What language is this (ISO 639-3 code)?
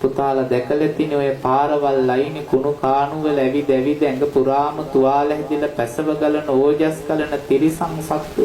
sin